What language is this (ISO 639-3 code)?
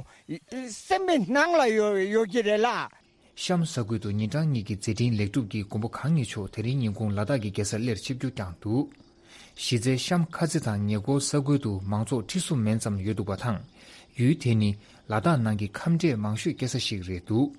bod